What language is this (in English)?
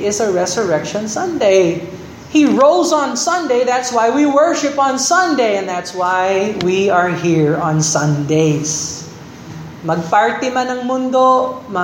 Filipino